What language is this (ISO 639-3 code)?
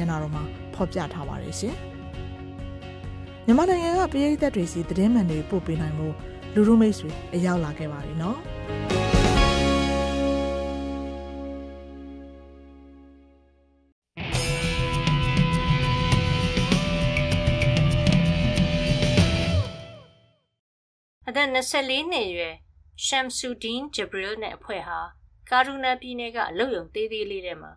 mya